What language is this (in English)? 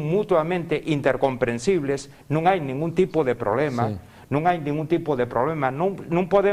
Asturian